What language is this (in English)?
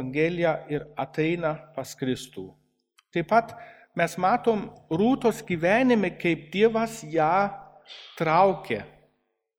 Lithuanian